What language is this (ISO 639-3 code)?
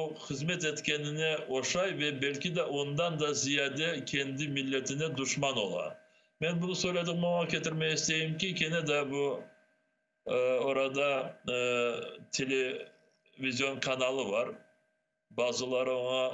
crh